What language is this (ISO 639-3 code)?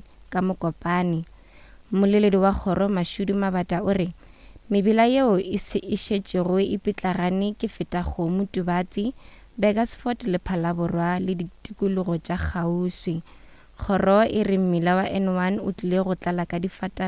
nso